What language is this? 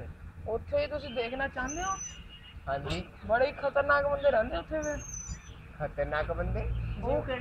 Punjabi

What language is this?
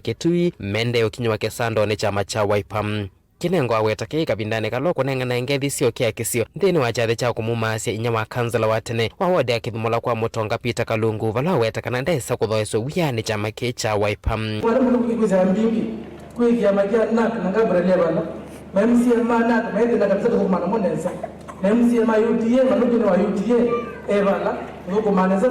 Kamba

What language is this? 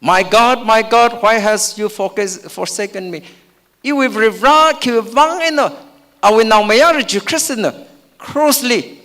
Tangkhul Naga (India)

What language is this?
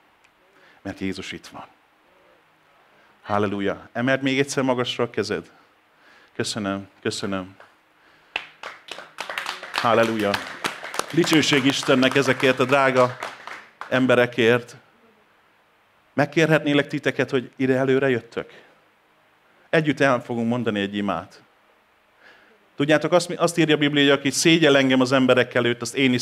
Hungarian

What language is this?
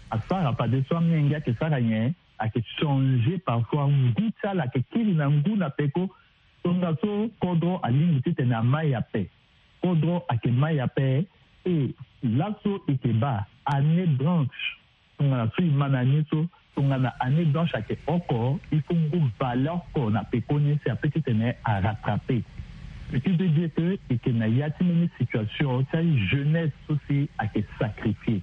Sango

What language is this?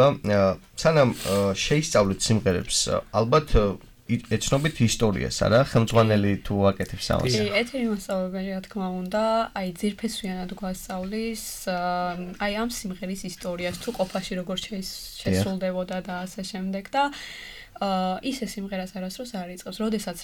Georgian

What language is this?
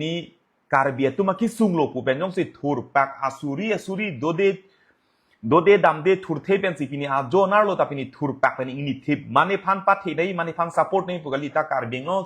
Karbi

